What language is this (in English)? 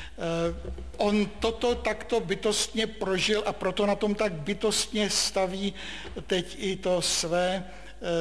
Czech